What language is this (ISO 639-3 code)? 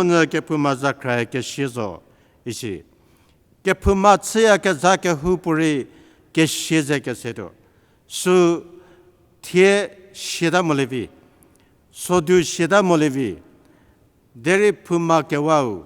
njm